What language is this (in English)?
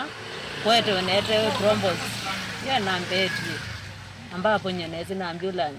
Kamba